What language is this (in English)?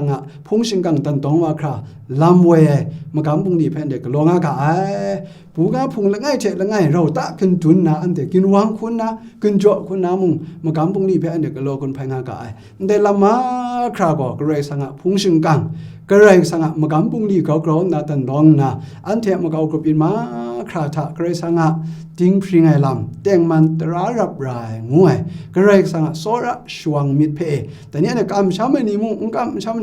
Kachin